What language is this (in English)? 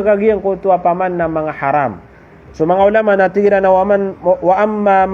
Maranao